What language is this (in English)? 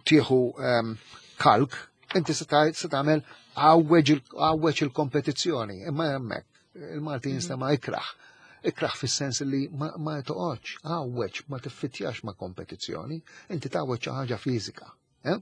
Maltese